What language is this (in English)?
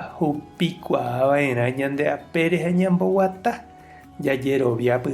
Guarani